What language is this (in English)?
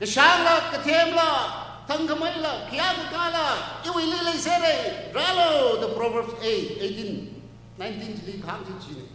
Tangkhul Naga (India)